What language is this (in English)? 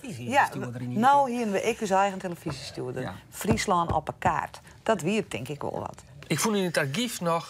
Western Frisian